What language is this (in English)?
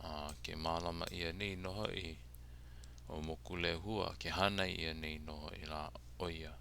Hawaiian